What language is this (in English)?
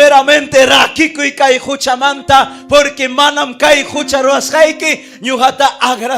Ayacucho Quechua